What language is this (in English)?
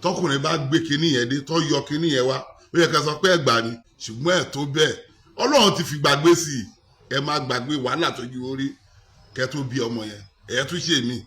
Yoruba